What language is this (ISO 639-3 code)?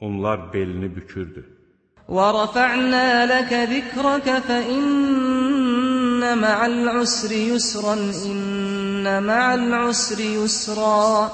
aze